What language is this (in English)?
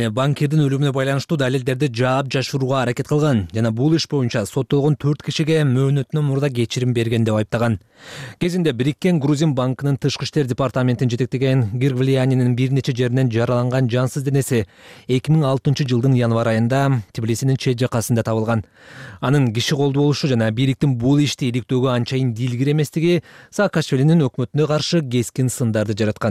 Kyrgyz